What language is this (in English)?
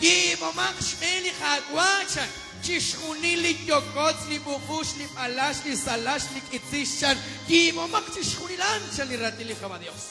Kekchí